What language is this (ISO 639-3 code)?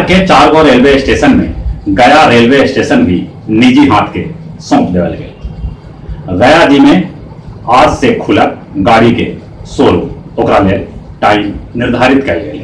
mag